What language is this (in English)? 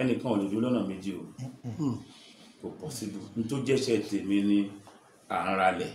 Yoruba